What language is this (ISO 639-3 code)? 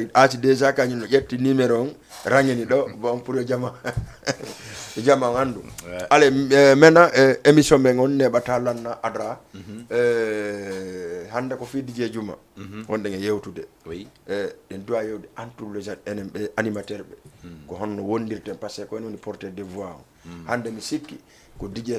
ful